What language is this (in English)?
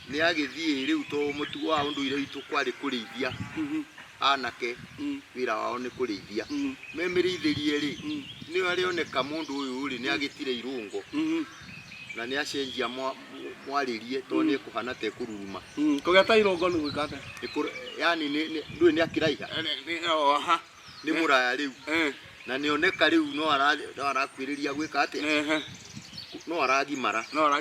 Kikuyu